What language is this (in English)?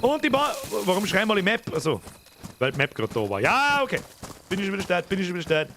Bavarian